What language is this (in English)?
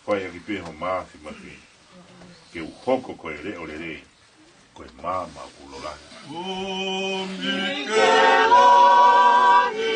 Tongan